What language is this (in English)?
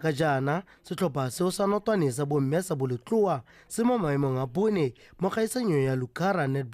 Tswana